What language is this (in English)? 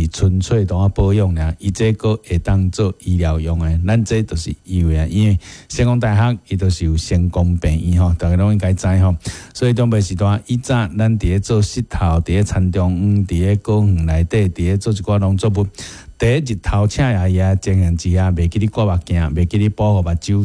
Min Nan Chinese